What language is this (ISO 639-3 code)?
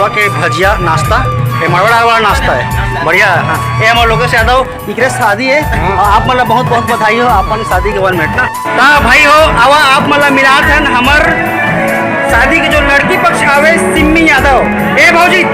hne